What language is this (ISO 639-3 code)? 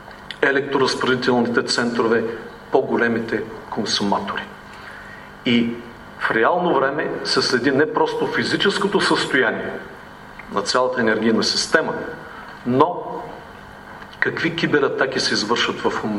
bul